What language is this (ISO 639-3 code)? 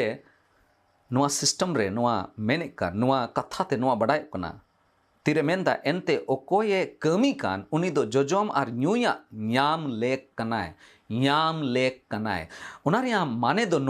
sat